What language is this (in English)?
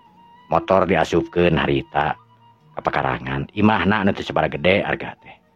Sundanese